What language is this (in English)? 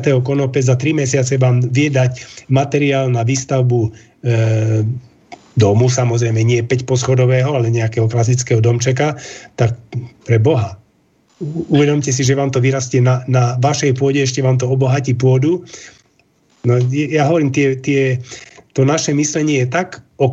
Slovak